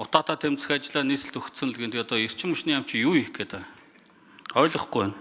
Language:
Mongolian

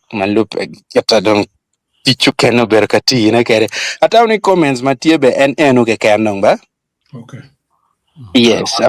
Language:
Acoli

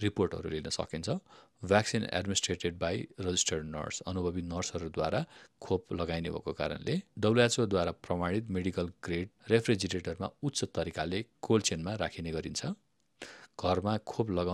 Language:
Nepali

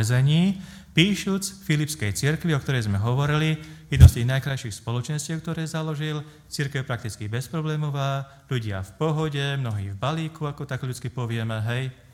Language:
Slovak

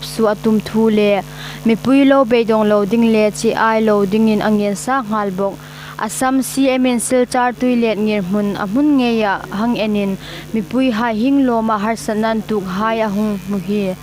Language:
Hmar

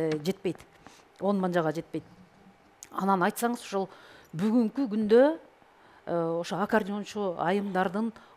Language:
Kyrgyz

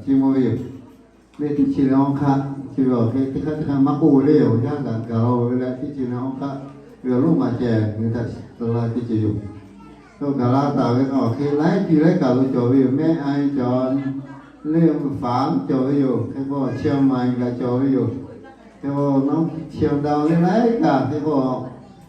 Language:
Lahu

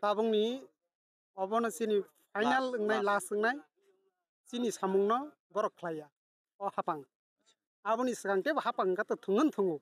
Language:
Kok Borok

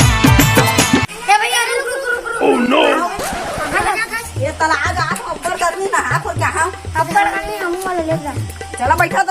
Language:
Chhattisgarhi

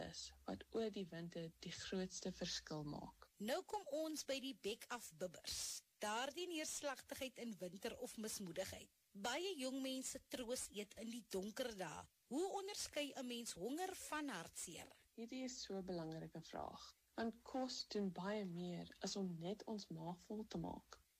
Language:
Afrikaans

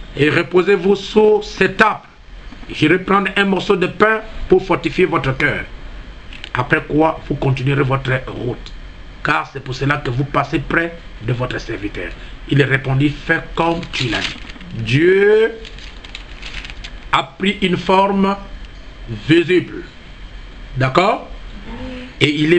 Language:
French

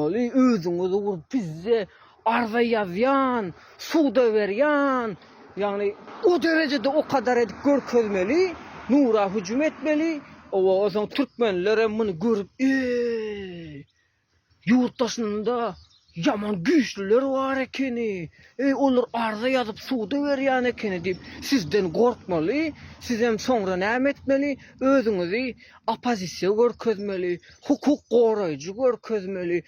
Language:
Turkmen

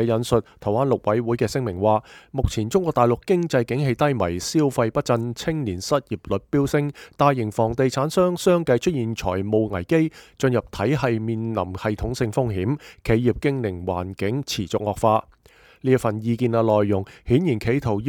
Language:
Cantonese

